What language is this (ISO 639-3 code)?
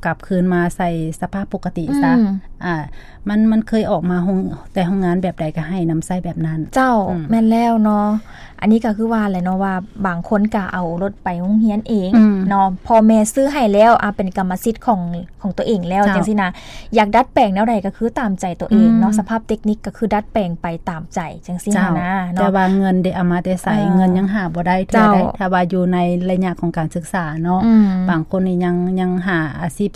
lao